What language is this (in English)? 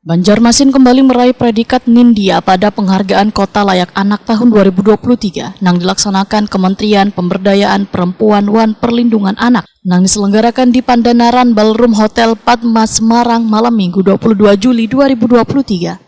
Banjar